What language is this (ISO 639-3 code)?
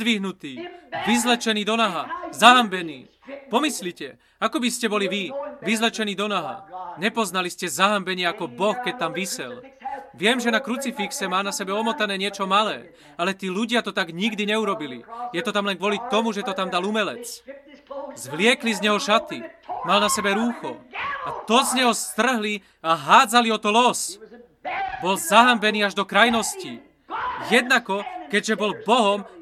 slk